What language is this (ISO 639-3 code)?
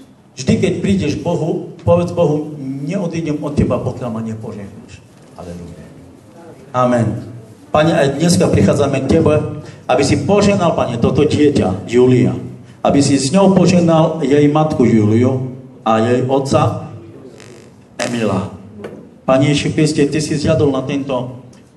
slk